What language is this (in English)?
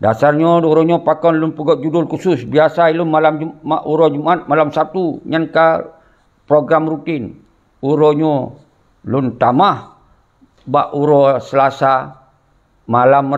Achinese